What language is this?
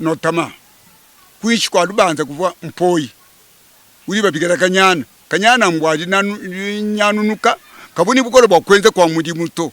Luba-Lulua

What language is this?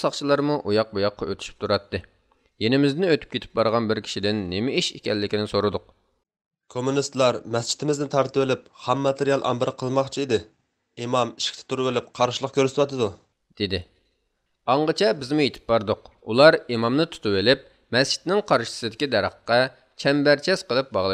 Uyghur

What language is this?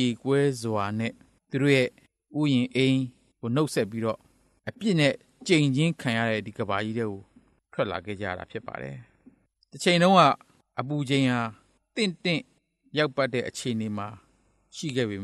Burmese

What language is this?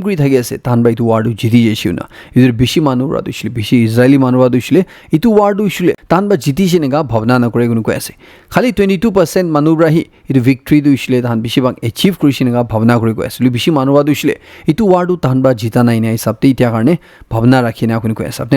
Naga Pidgin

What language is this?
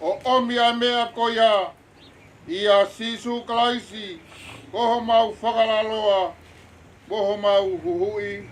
Tongan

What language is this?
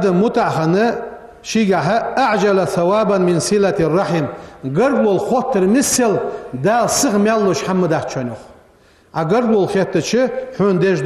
Ingush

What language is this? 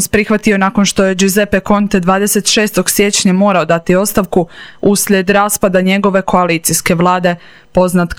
Croatian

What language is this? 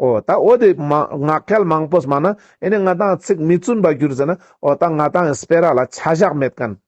Ladakhi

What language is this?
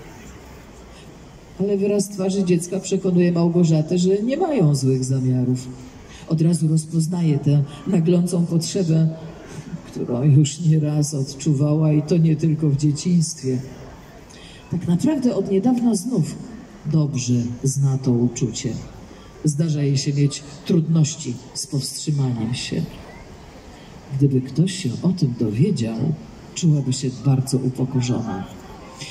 Polish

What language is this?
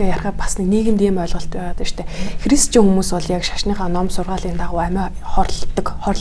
Mongolian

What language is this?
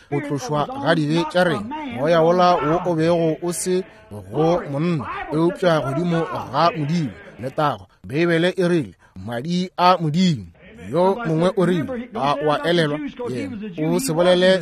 Northern Sotho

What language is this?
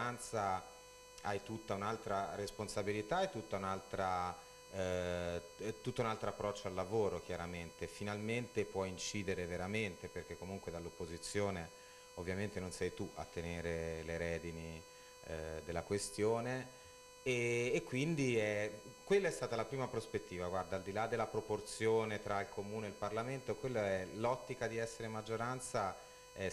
Italian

